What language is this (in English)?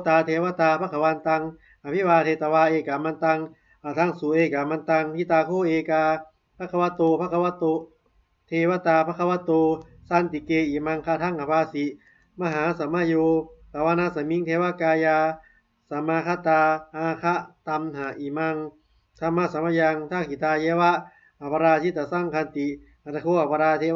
Pali